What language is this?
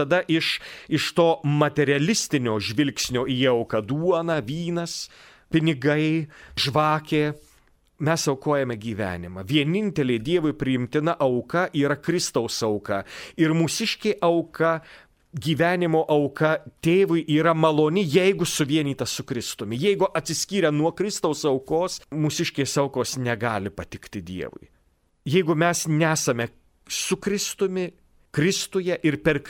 Lithuanian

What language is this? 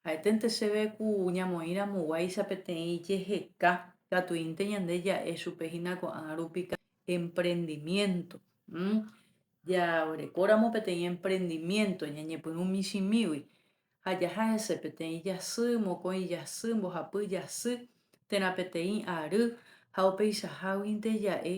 Guarani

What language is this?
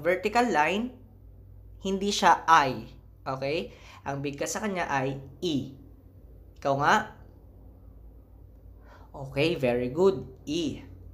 Filipino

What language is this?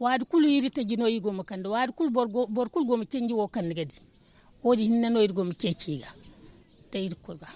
Zarma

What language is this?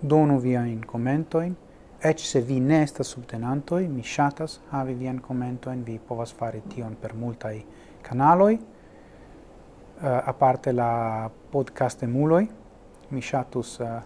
Esperanto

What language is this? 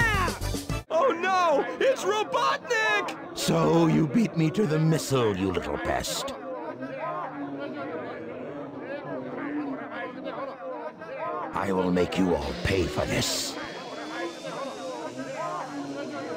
English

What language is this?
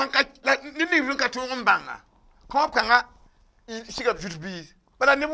Mossi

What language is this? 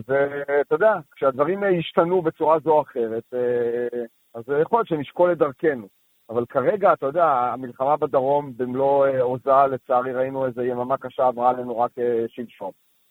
Hebrew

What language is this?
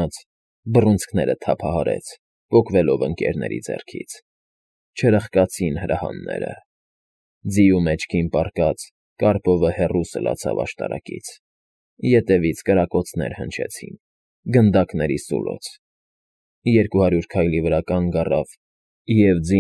Armenian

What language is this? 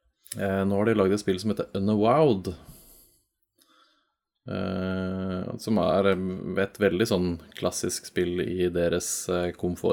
Norwegian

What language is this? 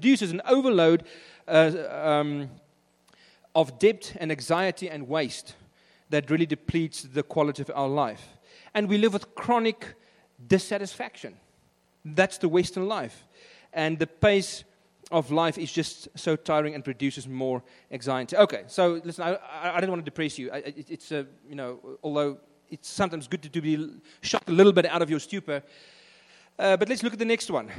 English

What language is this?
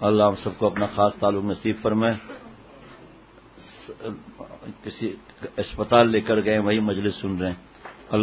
Urdu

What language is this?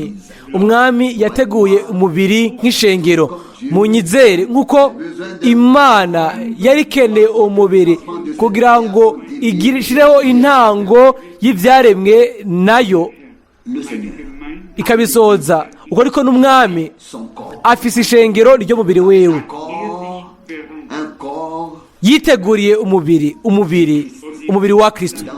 Rundi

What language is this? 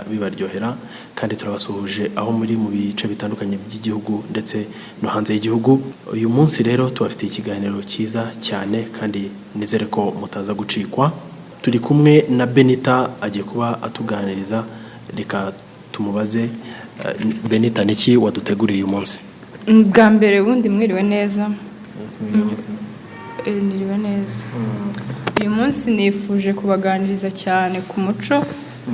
Kinyarwanda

